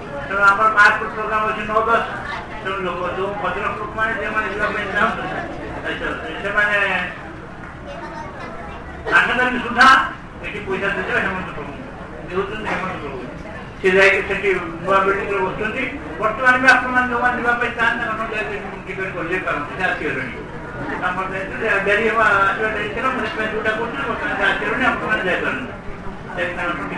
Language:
Odia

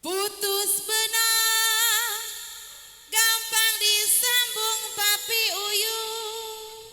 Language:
Betawi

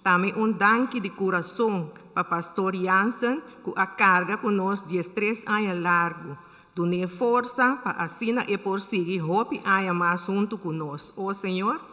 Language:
Papiamento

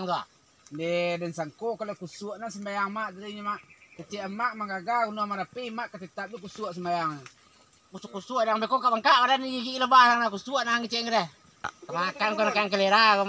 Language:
Minangkabau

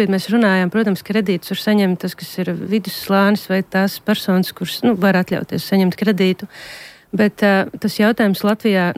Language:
Latvian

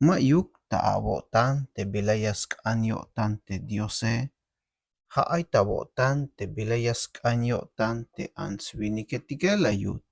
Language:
Tzeltal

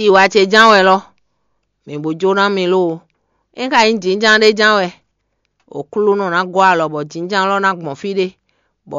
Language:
Fon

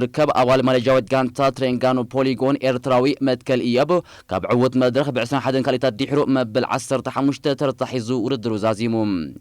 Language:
Tigrinya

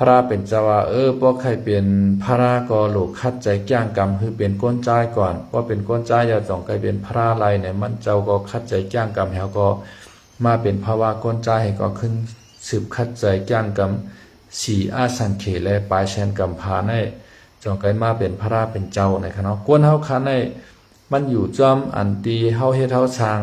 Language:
Shan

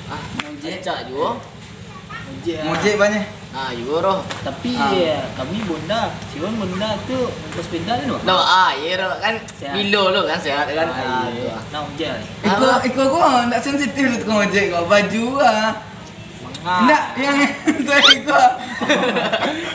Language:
Minangkabau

